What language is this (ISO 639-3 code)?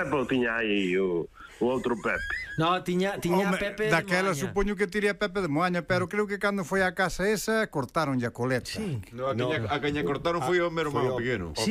glg